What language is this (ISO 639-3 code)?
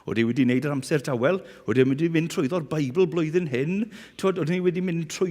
cym